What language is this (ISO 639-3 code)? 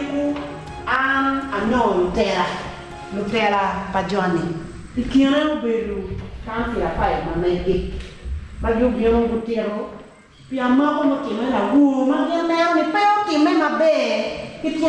ach